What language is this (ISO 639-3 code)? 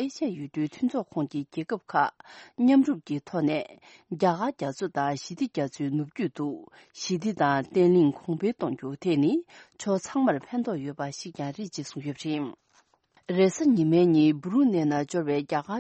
bod